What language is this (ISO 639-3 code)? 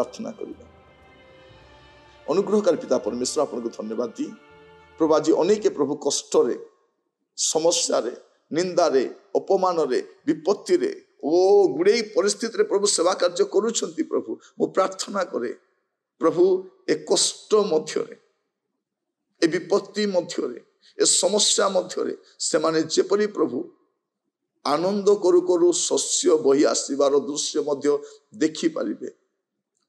ori